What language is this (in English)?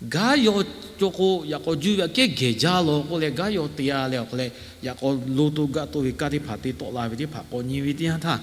Lahu